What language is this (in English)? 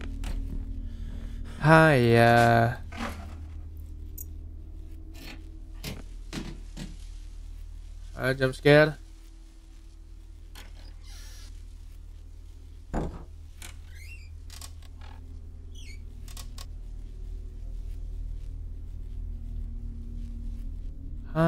Indonesian